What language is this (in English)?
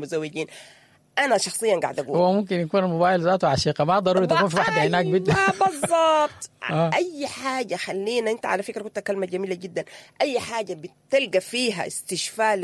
Sudanese Arabic